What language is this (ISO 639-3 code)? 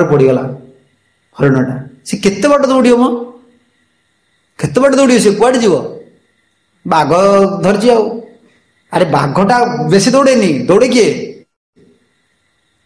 ori